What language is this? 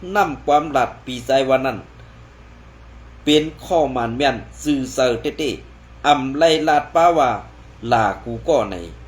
Shan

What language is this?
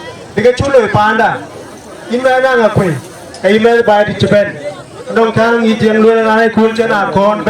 Dinka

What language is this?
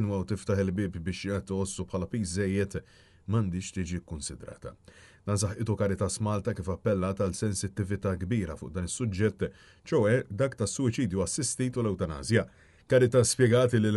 Maltese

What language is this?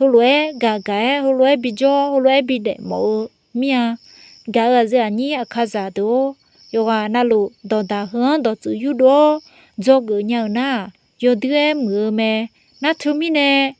Akha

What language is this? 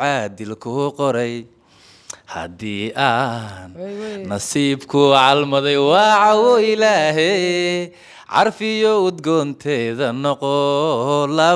Somali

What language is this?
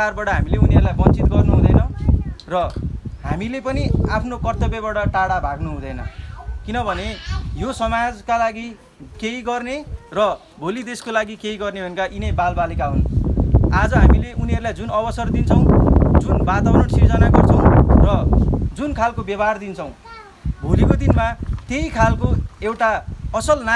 Nepali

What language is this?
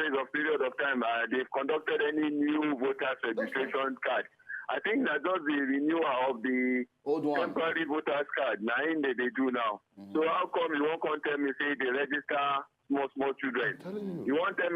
Nigerian Pidgin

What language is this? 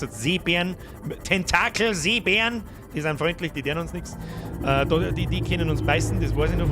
Bavarian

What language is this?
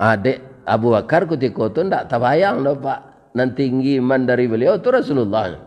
Minangkabau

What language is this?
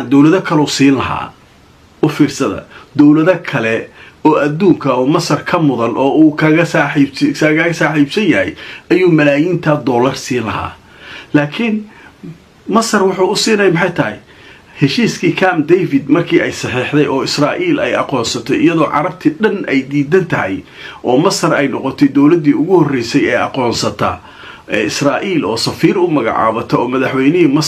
Somali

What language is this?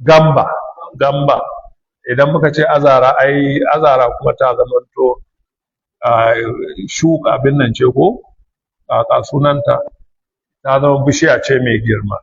Hausa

